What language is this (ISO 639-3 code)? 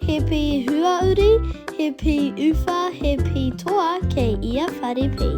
mri